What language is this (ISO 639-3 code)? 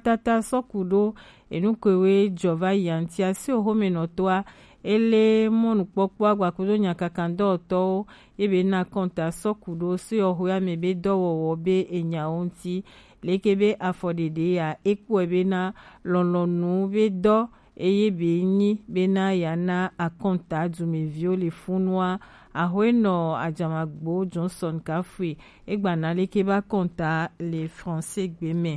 gej